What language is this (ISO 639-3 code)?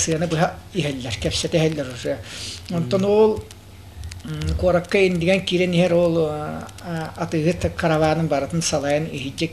sah